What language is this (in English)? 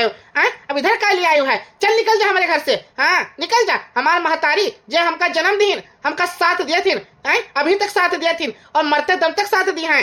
Awadhi